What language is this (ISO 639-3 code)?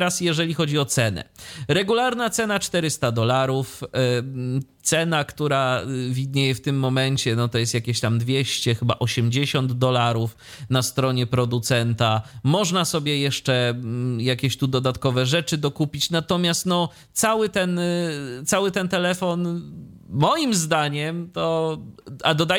pol